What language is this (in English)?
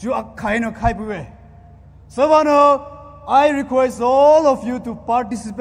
Poumei Naga